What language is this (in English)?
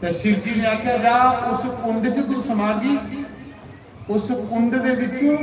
Dogri